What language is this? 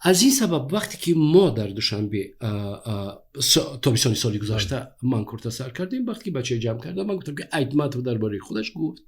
Tajik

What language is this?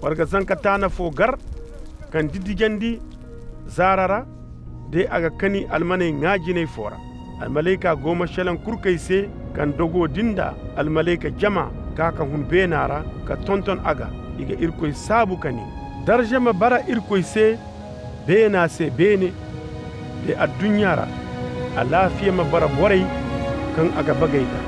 Koyraboro Senni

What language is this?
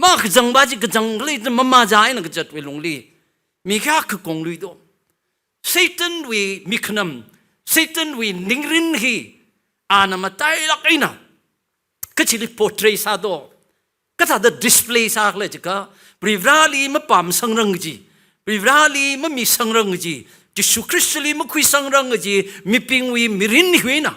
Tangkhul Naga (India)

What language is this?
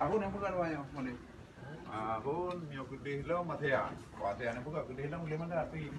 Achinese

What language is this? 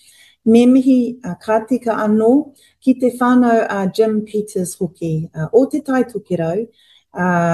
Māori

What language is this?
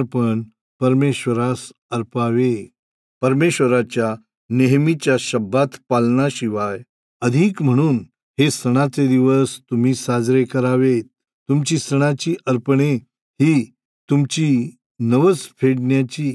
Marathi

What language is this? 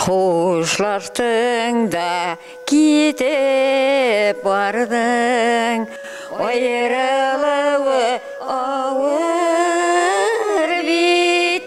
Bashkir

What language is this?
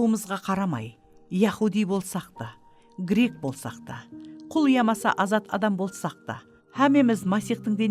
Kara-Kalpak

